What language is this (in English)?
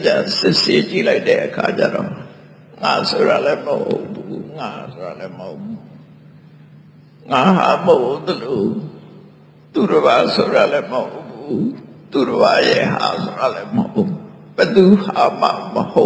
Burmese